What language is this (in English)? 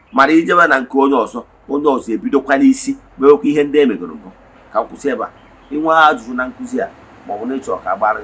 Igbo